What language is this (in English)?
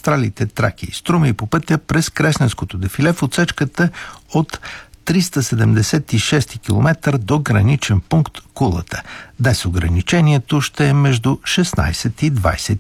Bulgarian